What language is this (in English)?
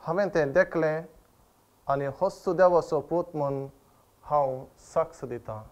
Konkani